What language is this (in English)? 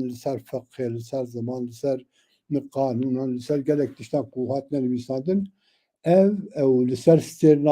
Kurdish